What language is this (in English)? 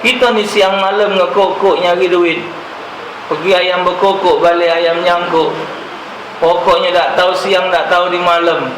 Musi